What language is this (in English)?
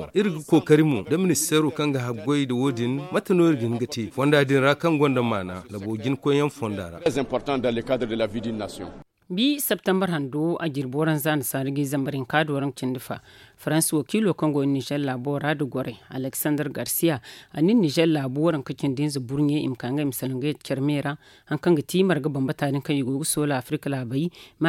Zarma